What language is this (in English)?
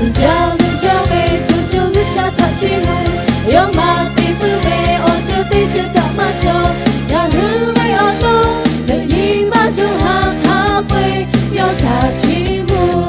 Lahu